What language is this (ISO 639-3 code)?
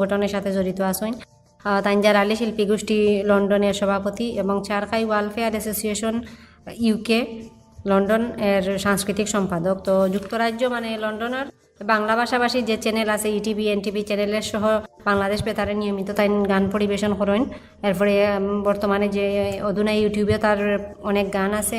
syl